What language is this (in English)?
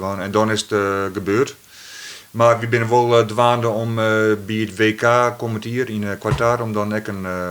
Western Frisian